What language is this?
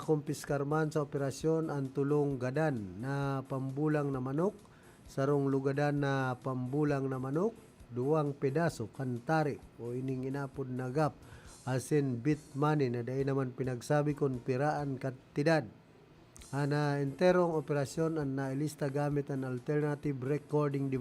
Bikol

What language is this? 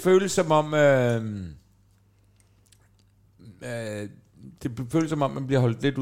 Danish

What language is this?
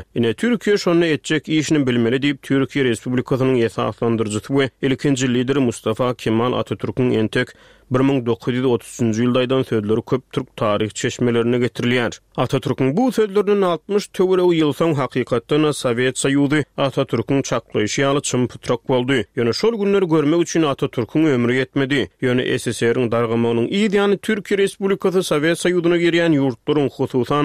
Turkmen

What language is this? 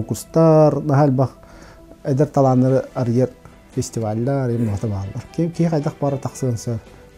Yakut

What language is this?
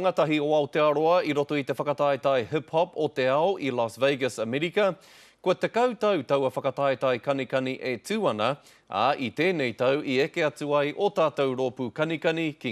Māori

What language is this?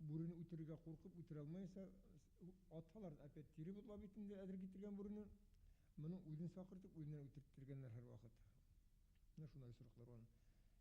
Bashkir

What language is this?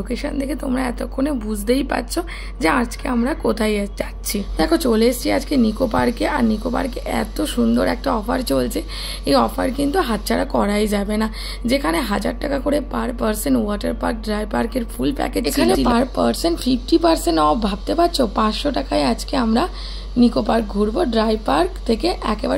Bangla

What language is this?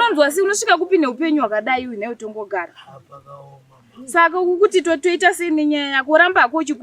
Shona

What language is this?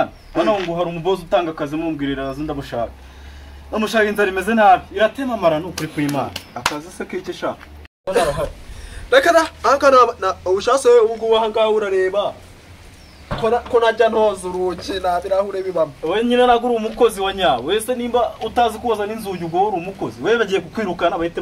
Kinyarwanda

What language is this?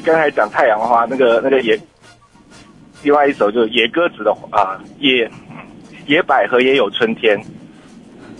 Chinese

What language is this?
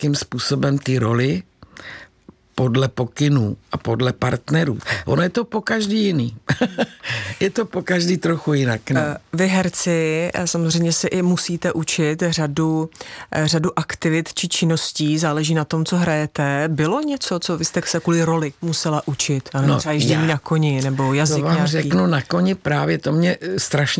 Czech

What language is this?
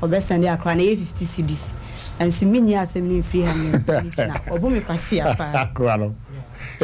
Akan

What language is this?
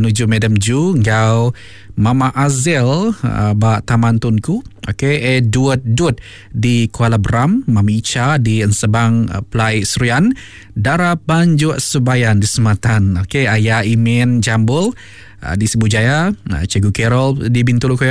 Iban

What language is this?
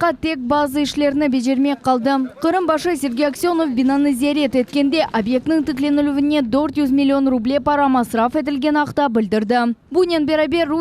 Crimean Tatar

